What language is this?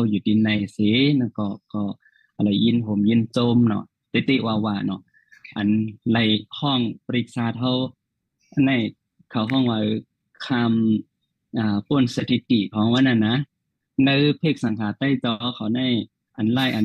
Shan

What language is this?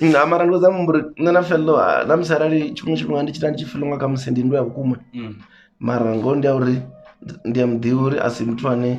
Venda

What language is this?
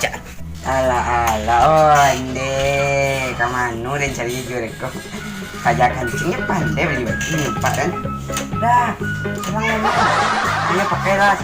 Minangkabau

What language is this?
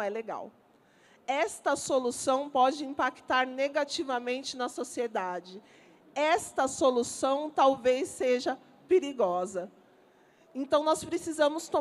Portuguese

